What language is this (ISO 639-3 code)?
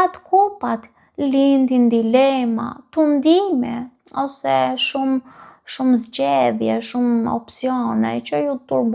sqi